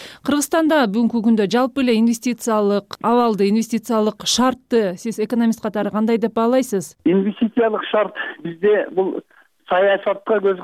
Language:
Kyrgyz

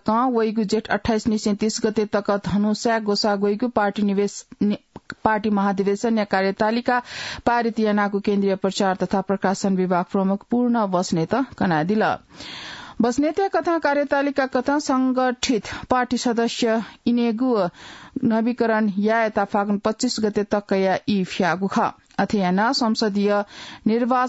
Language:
Newari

